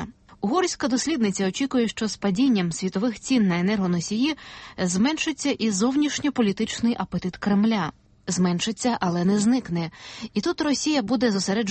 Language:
Ukrainian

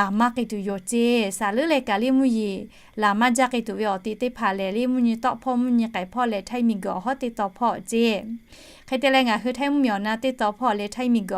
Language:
Lahu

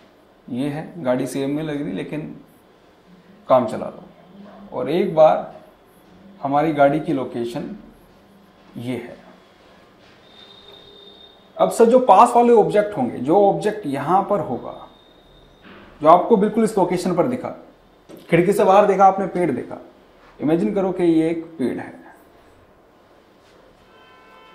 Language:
Hindi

